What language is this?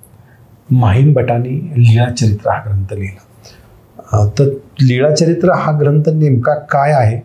Marathi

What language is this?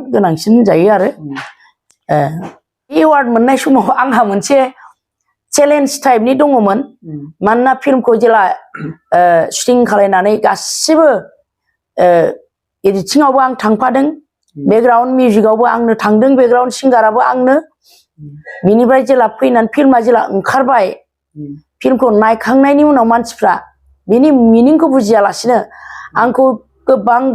Bodo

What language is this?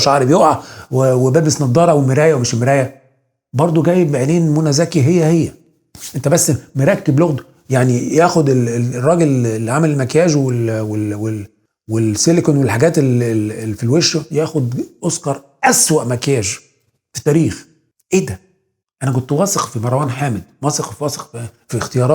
Egyptian Arabic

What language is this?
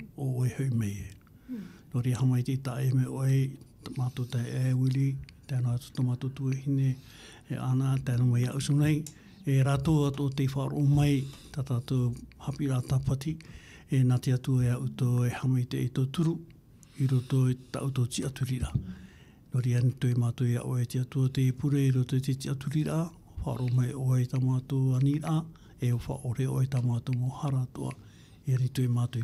Tahitian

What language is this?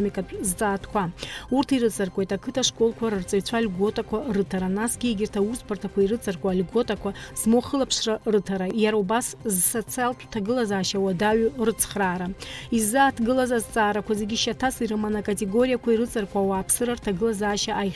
Abkhazian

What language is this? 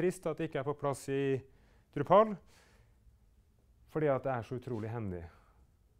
Norwegian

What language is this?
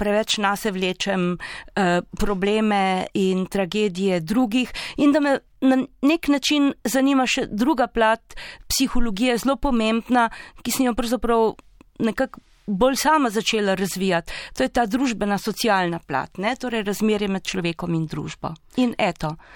Slovenian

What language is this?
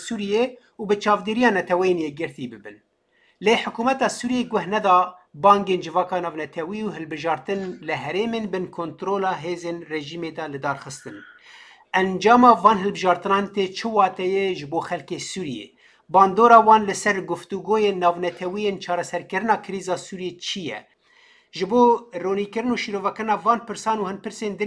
Kurdish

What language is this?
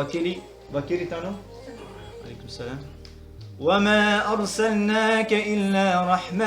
Balkan Romani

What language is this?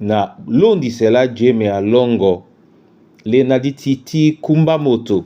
Duala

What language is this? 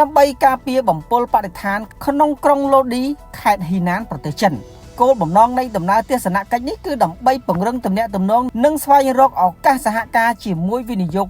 Khmer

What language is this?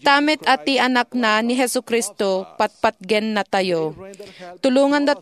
Iloko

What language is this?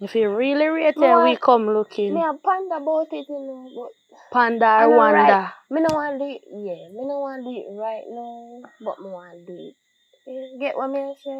Jamaican Creole English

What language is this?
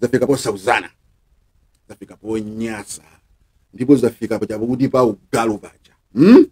Nyanja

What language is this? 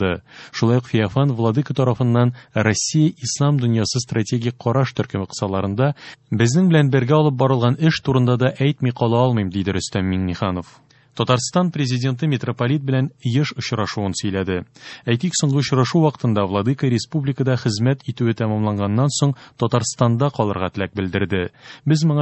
Tatar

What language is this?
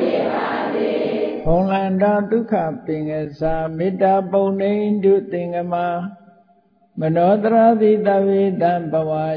Burmese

